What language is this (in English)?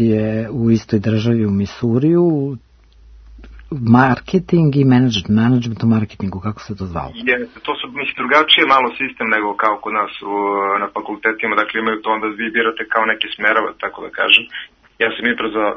Serbian